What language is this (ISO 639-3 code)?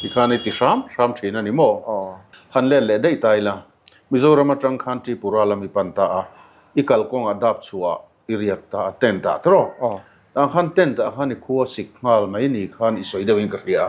lus